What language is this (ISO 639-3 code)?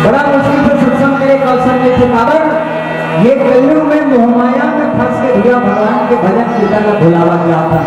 hne